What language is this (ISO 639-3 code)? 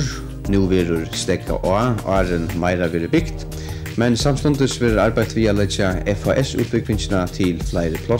fao